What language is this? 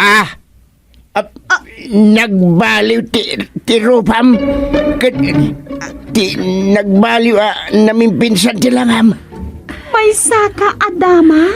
Iloko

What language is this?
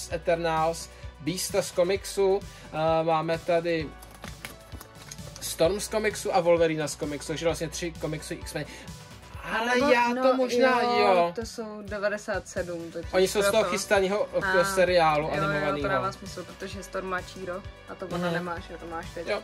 Czech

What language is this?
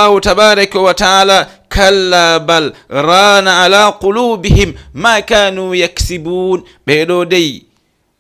Fula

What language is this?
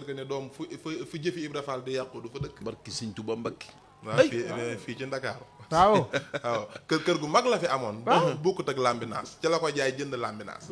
Wolof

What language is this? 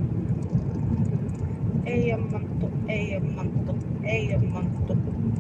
Finnish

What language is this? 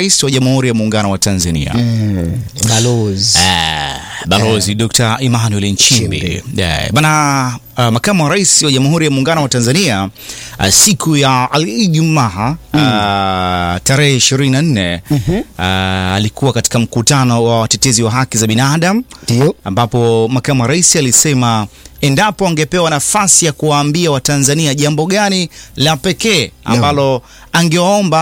Swahili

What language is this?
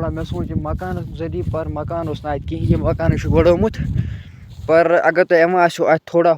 Kashmiri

